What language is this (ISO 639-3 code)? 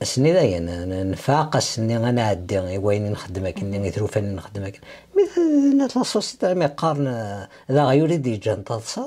kab